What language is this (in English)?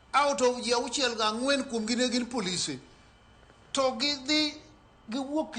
Luo (Kenya and Tanzania)